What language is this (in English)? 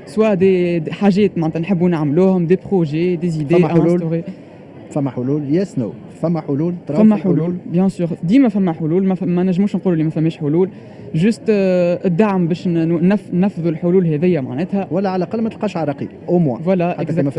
Tunisian Arabic